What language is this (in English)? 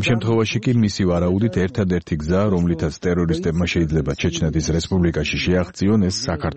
Georgian